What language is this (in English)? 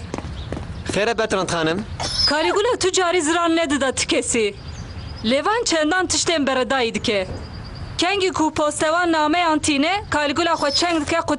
Kurdish